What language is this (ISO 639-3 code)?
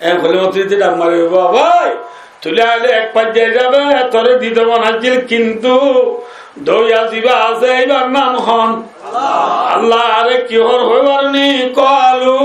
rhg